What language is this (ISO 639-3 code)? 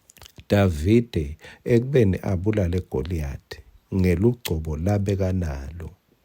ssw